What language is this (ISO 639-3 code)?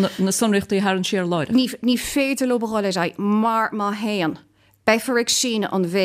gle